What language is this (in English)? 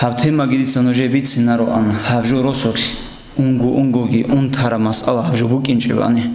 Avaric